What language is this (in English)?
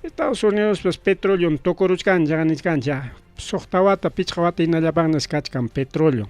Ayacucho Quechua